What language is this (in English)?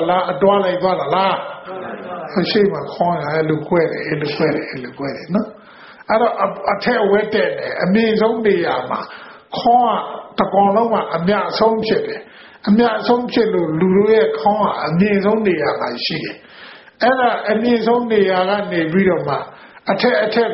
Burmese